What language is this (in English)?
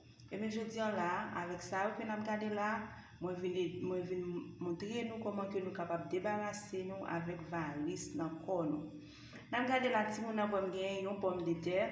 Haitian Creole